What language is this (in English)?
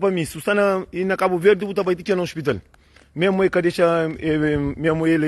Kabuverdianu